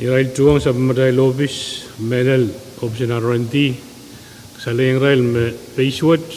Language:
Pohnpeian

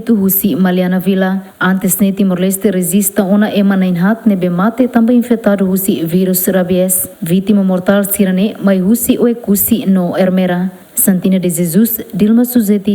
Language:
Tetum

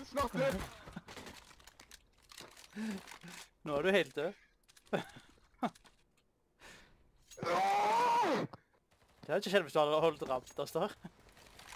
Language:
Norwegian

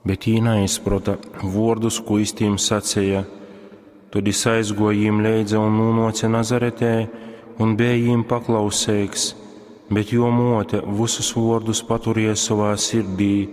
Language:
Latgalian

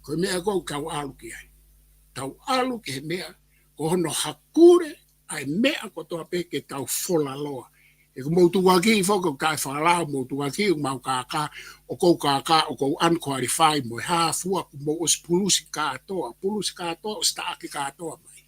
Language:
Tongan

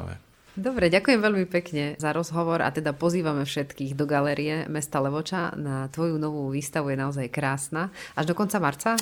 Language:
Slovak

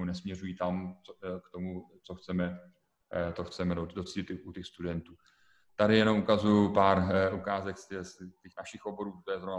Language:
Czech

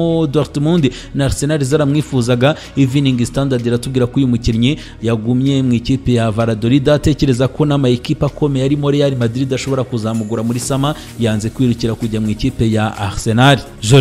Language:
Kinyarwanda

